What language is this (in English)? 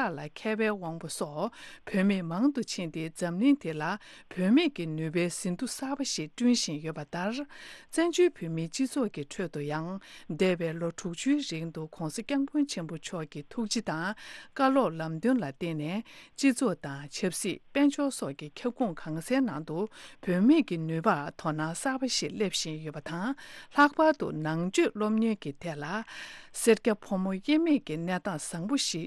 Tibetan